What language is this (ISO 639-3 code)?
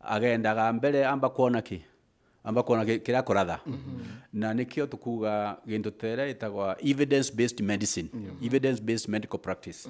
mer